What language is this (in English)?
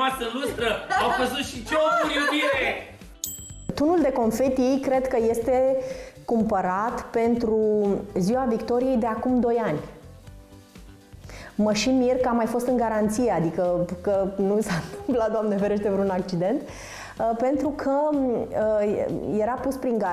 Romanian